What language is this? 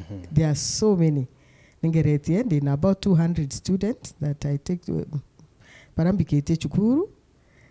Meru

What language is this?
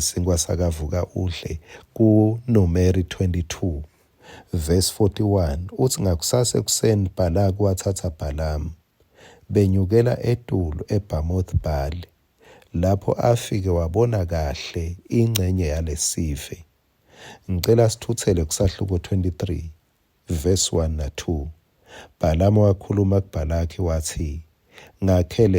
Swati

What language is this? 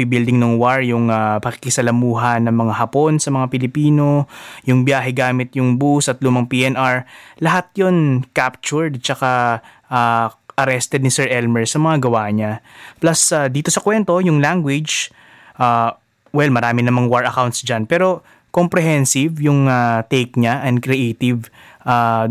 Filipino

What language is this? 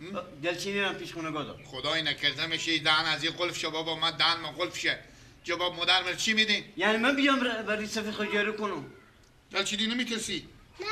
Persian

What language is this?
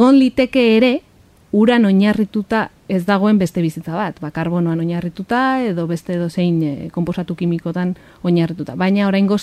Basque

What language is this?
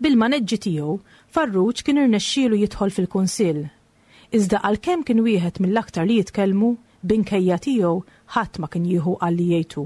Maltese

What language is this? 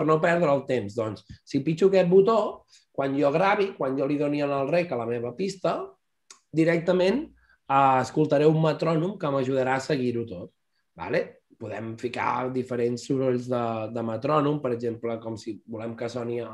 Catalan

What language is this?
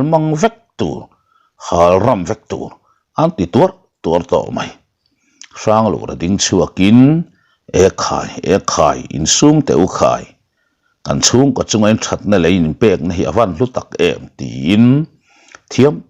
Mizo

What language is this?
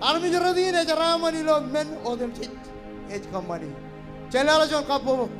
Marshallese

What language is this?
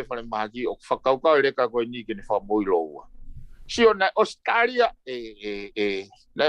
Tongan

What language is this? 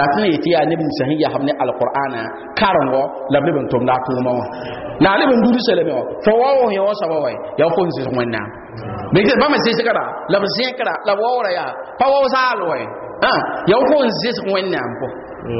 Mossi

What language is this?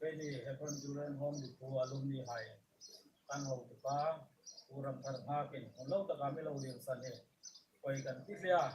Hmar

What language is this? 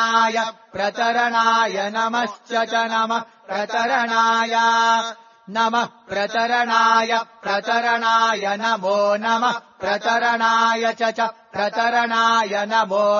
Sanskrit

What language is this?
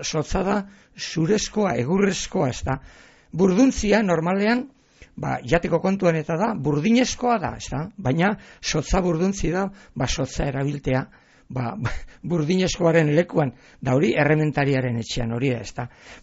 Basque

